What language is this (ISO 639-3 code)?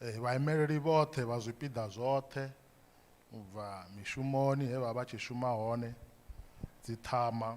ven